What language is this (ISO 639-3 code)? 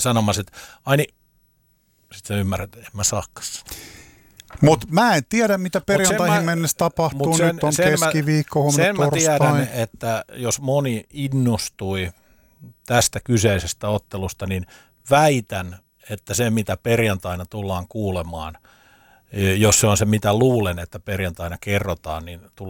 fin